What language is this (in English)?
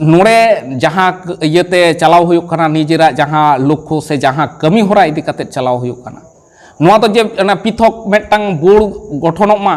Santali